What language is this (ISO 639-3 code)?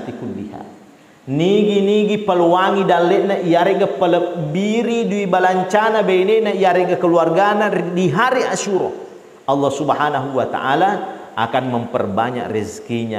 bug